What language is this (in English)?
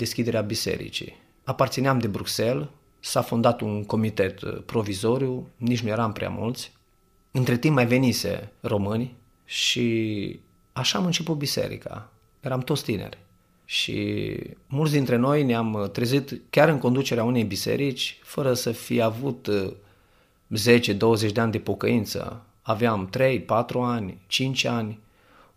Romanian